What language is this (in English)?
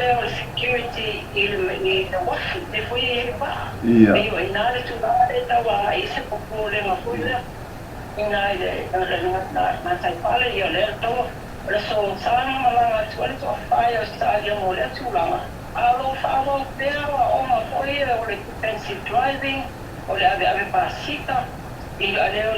Samoan